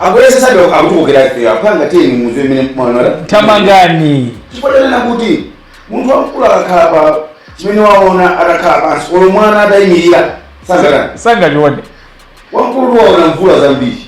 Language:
Nyanja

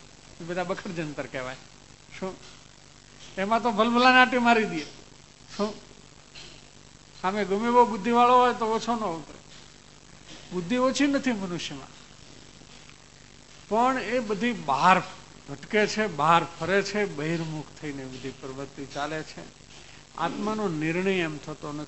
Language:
Gujarati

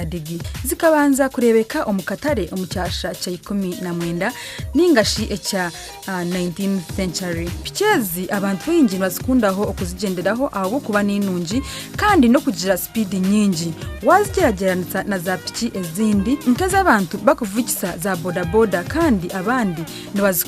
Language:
Nyankole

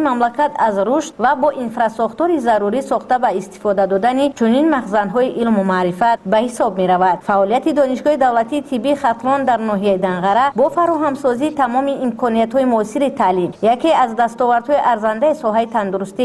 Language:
Tajik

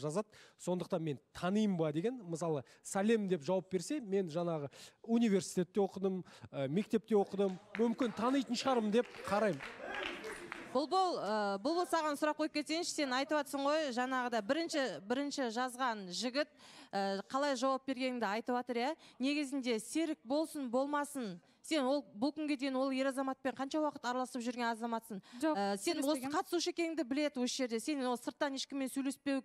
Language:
Kazakh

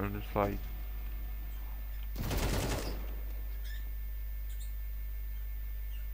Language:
Polish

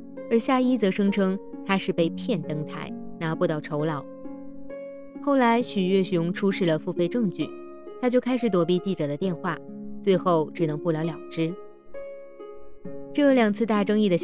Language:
Chinese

